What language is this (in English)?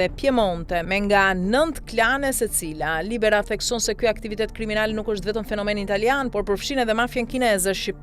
Albanian